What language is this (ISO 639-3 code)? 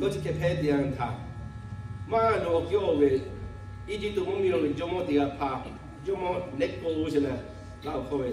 lhu